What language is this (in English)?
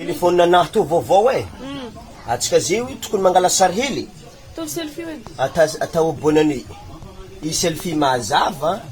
Malagasy